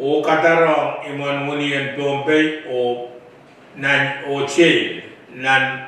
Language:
Pohnpeian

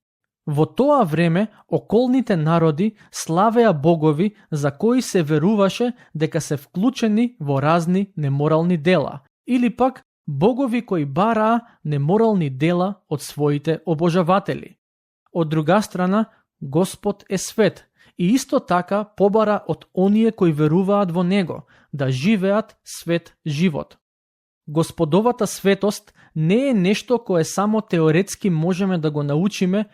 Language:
Macedonian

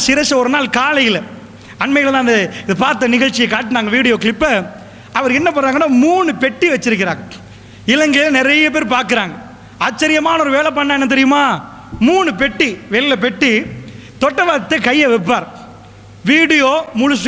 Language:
Tamil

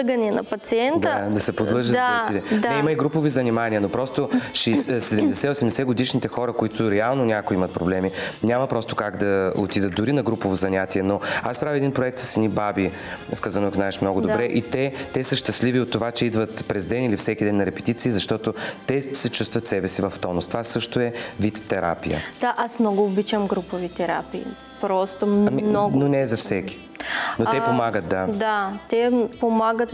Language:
Bulgarian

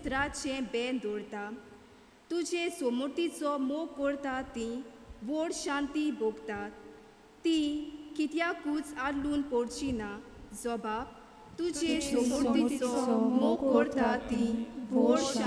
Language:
Konkani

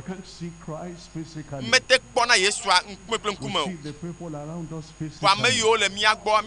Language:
Ewe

